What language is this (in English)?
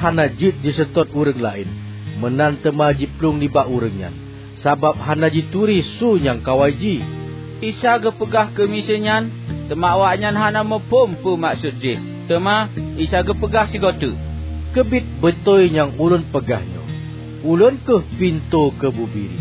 Achinese